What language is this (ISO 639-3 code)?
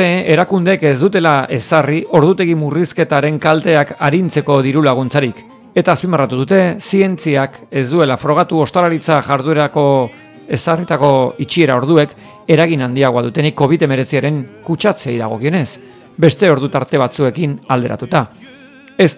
eus